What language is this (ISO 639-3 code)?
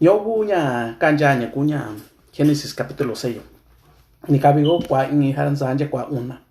mix